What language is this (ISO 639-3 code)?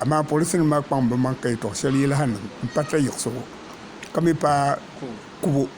dag